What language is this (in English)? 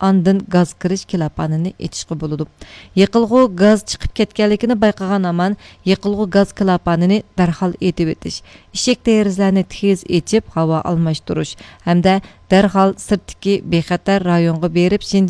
Uyghur